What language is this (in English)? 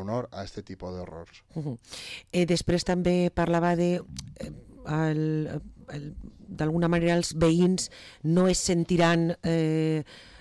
Catalan